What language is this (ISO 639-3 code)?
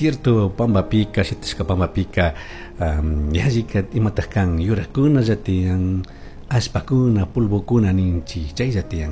qug